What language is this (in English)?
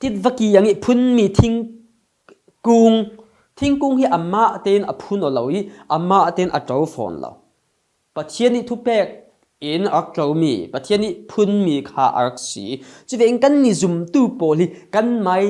Falam Chin